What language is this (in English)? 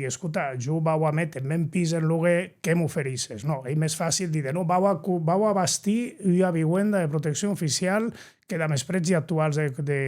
Occitan